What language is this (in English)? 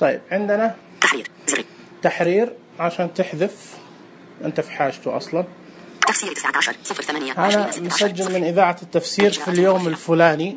Najdi Arabic